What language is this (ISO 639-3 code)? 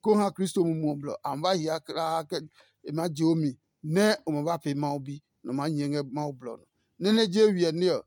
ada